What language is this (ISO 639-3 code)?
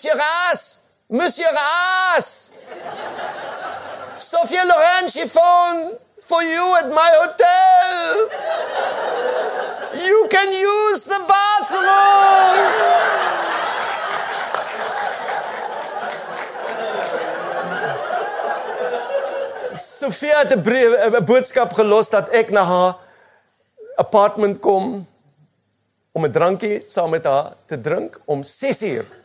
afr